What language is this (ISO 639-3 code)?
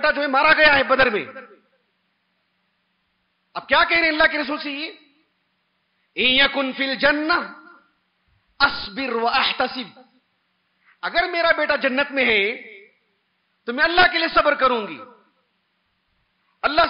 urd